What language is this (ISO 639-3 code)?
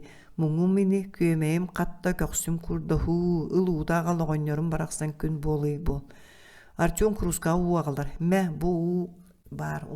sah